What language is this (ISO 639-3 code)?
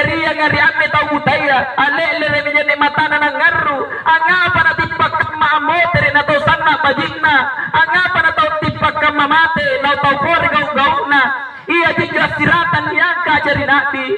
mak